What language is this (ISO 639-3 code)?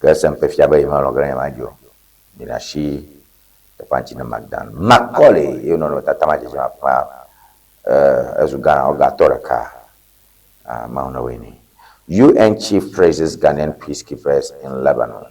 ewe